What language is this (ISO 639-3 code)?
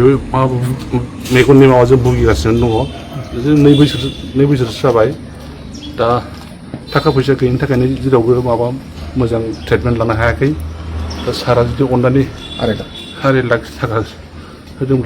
brx